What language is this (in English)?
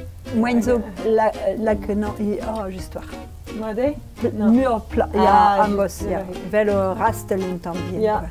Breton